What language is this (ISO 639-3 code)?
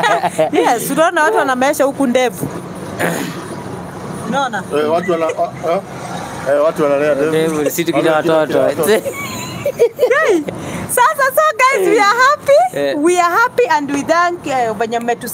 swa